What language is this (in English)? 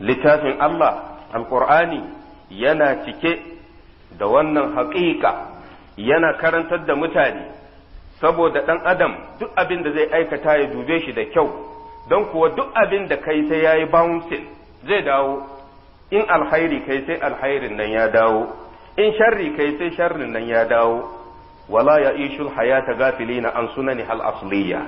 Hausa